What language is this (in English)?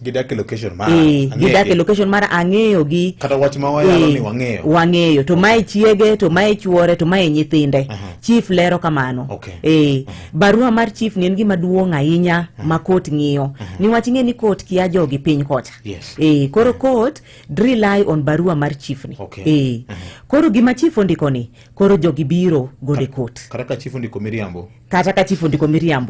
Luo (Kenya and Tanzania)